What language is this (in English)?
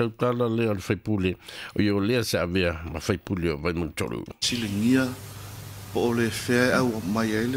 Samoan